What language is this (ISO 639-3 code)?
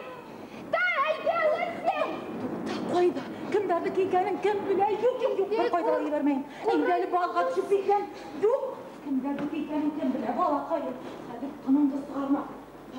bak